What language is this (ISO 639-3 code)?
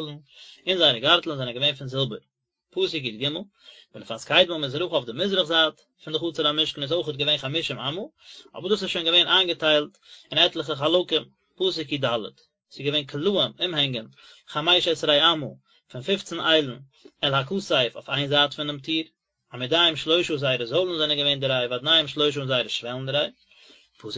yid